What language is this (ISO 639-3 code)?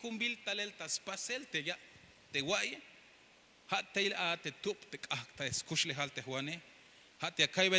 tzh